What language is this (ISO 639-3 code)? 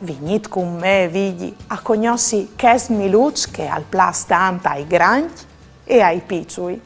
fur